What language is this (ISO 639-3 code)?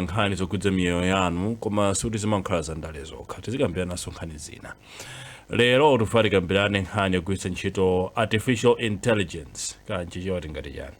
nya